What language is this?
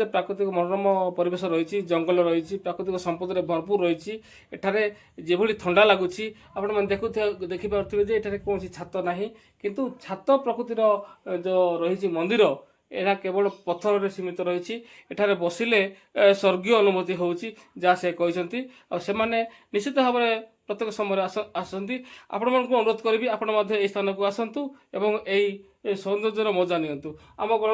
Odia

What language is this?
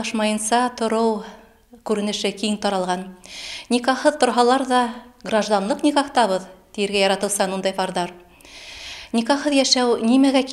Bashkir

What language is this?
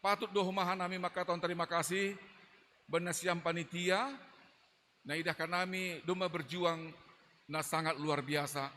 Batak Simalungun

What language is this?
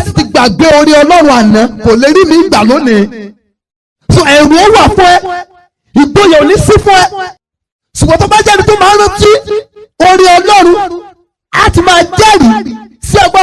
Yoruba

